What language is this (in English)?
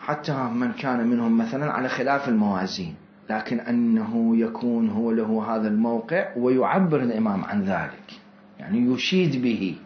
Mesopotamian Arabic